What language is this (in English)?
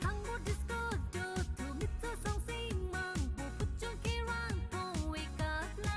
Tibetan